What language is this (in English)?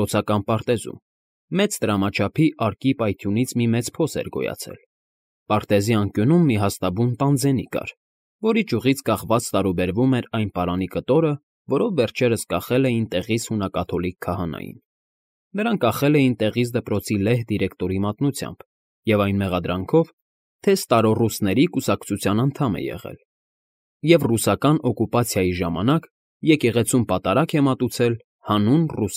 Armenian